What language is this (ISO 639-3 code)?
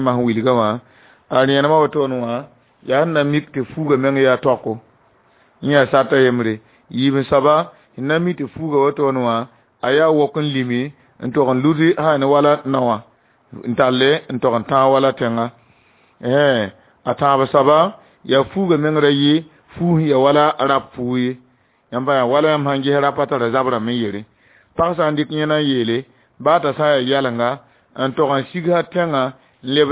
mos